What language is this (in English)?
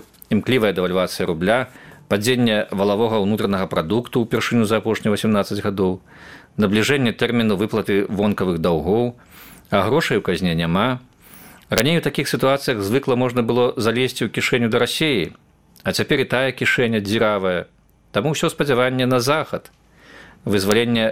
Belarusian